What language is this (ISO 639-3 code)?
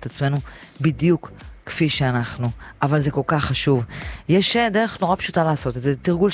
heb